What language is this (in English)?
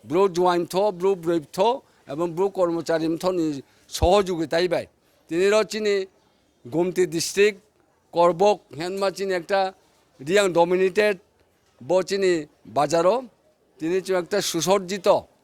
Riang (India)